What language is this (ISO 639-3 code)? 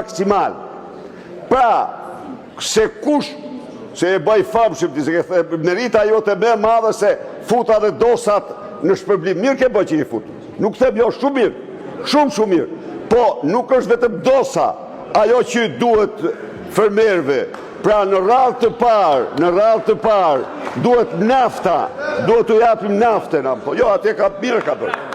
sqi